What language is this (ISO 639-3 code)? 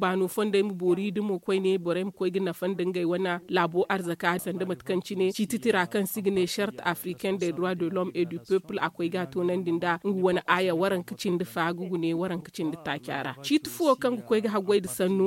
dje